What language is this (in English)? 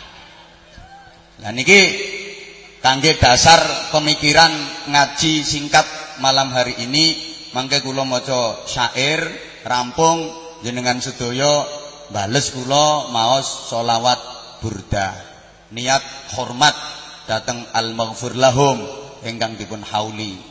Javanese